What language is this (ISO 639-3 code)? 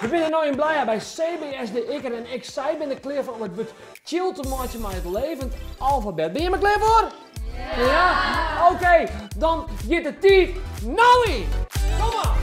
fry